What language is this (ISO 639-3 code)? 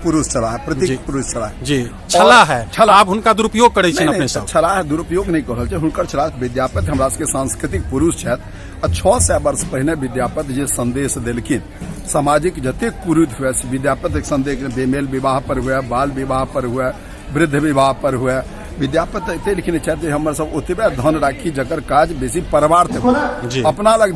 mai